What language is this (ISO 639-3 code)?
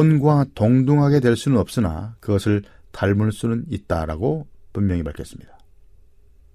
kor